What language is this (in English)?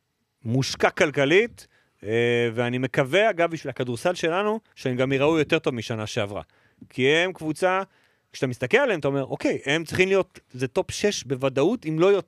Hebrew